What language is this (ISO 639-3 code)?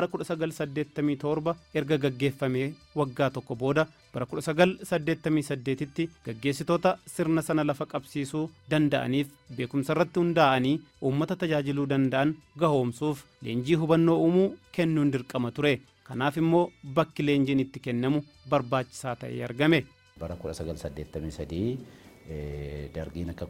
orm